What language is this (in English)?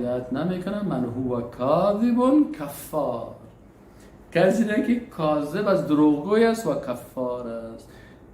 Persian